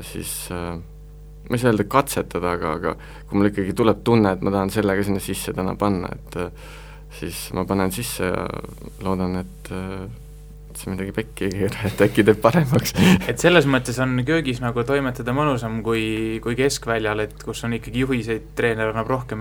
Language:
Estonian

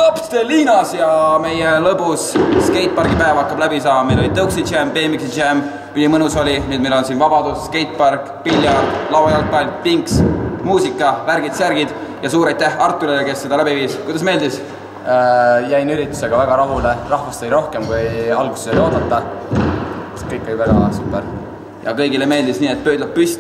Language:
Estonian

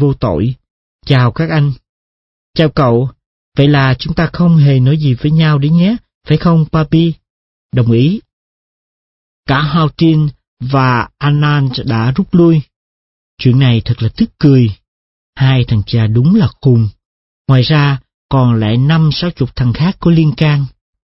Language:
Vietnamese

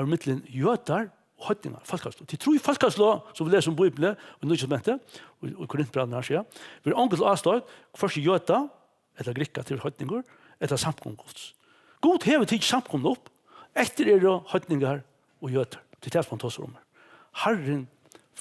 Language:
Faroese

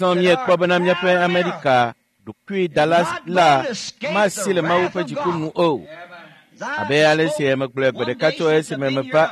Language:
Ewe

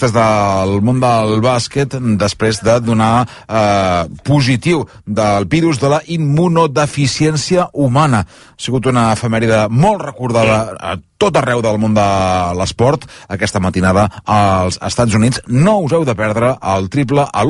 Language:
Catalan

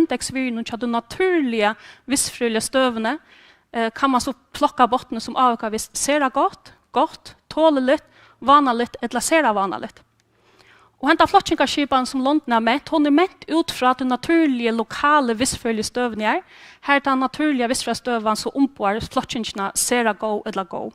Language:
Faroese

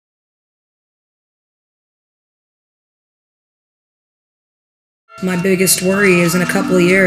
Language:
English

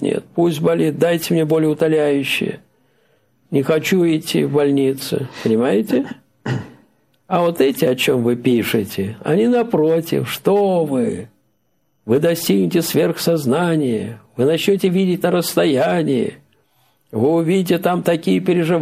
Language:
Russian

